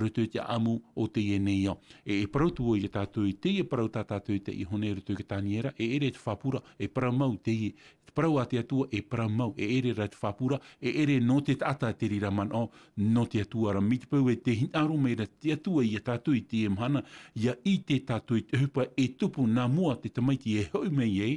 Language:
Tahitian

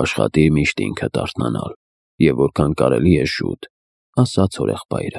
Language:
Armenian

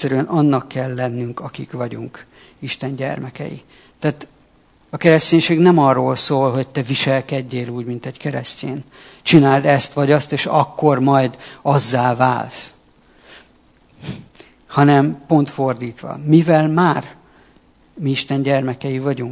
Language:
Hungarian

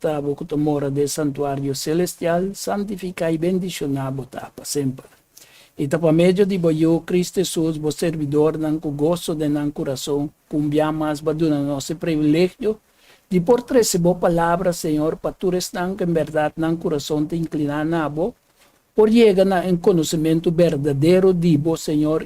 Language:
Papiamento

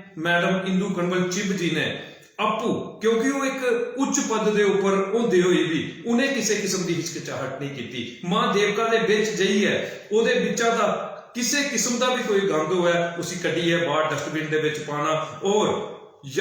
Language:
Dogri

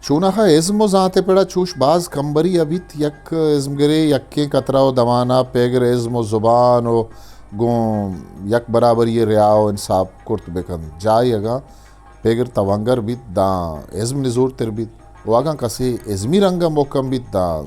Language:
Eastern Balochi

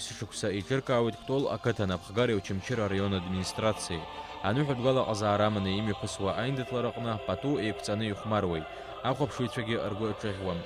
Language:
Abkhazian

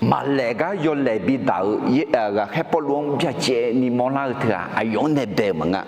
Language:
Akha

